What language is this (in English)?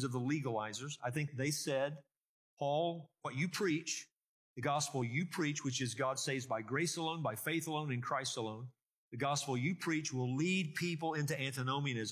English